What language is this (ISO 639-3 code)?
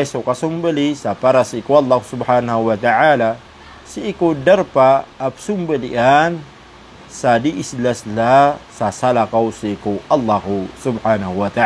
mrw